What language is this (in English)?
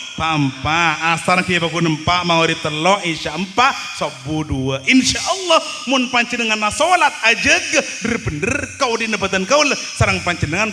Madurese